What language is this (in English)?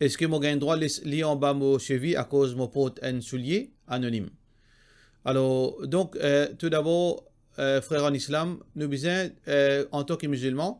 Morisyen